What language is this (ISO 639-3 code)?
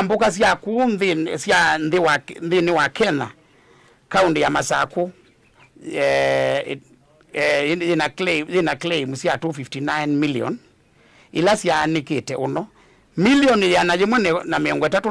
kam